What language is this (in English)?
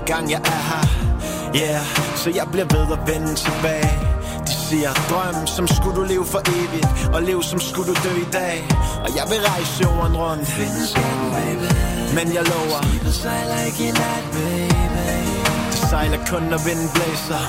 Danish